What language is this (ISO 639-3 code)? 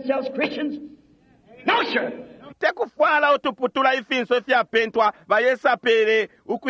bem